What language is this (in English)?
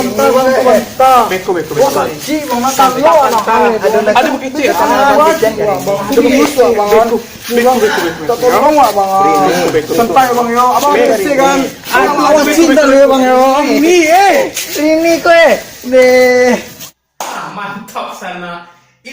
Minangkabau